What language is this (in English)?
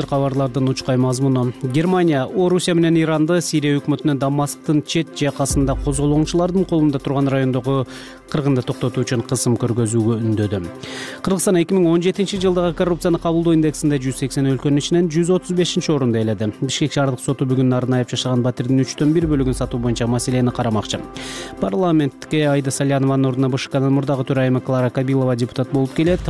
Kyrgyz